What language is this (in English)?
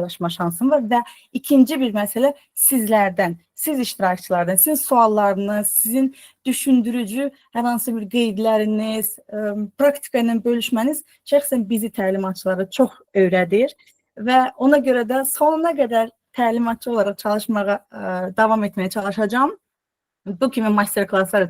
Azerbaijani